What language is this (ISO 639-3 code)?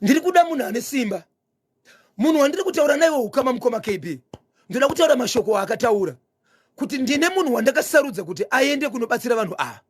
sna